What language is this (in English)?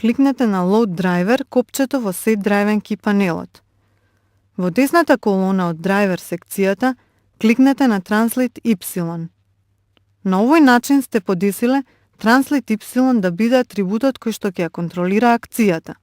Macedonian